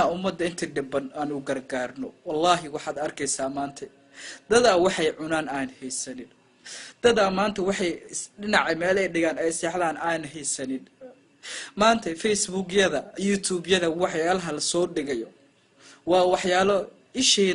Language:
Somali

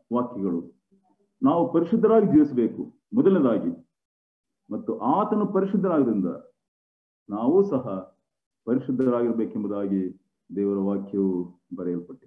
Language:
Kannada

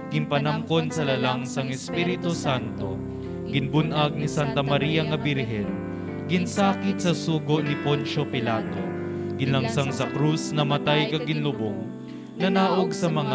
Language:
Hiligaynon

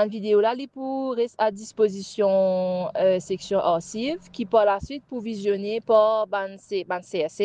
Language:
Morisyen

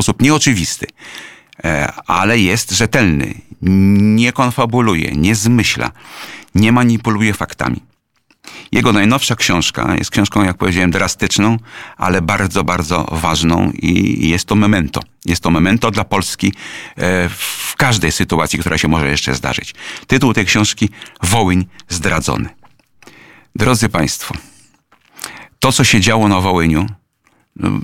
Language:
Polish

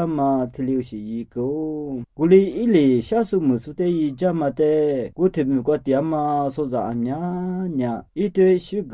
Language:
Lisu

